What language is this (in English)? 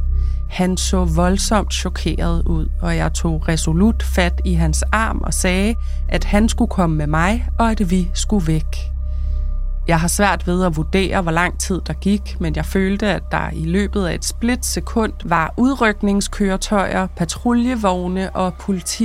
Danish